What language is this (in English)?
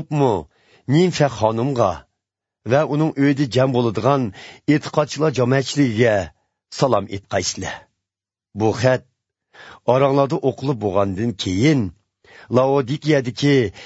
Uyghur